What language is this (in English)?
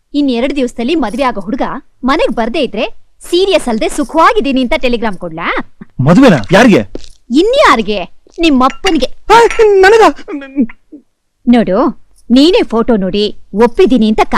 Kannada